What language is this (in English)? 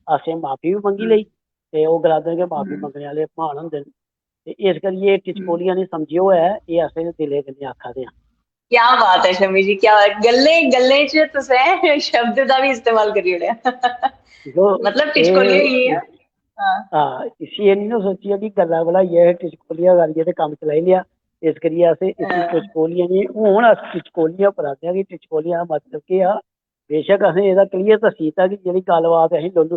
Dogri